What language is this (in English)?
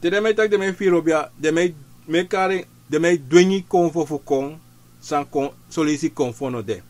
Sranan Tongo